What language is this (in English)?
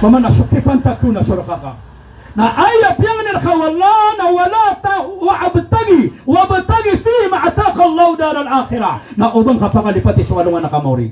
Maranao